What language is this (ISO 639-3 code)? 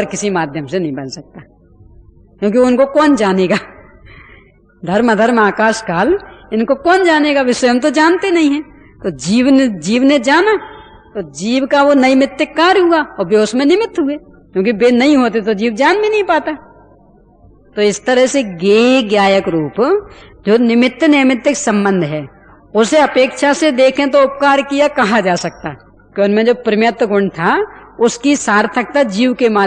hin